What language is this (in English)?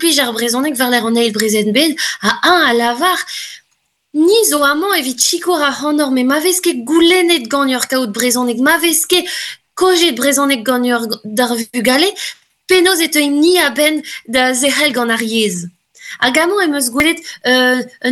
Breton